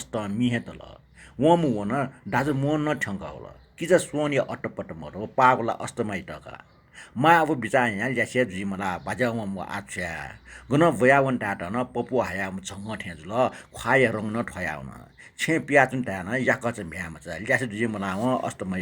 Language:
Newari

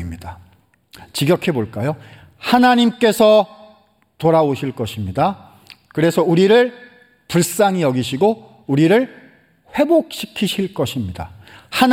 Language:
Korean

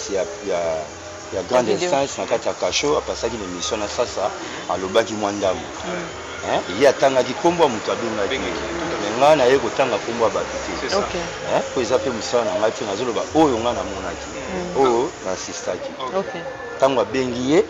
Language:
Lingala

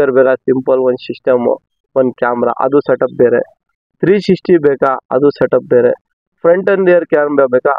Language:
Kannada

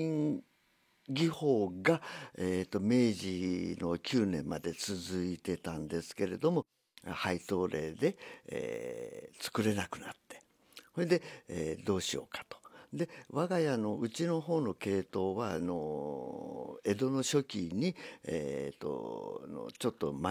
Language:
Japanese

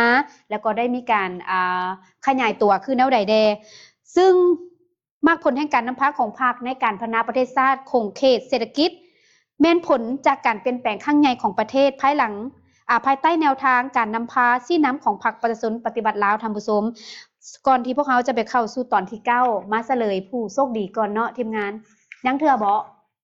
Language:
Lao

